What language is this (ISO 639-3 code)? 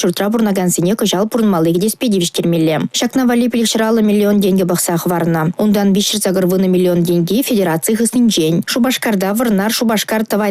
chv